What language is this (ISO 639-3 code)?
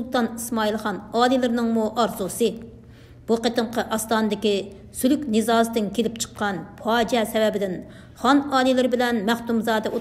uig